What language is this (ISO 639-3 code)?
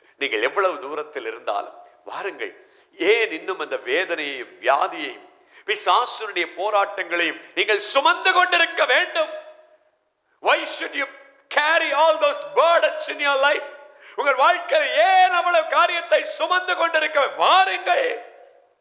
tam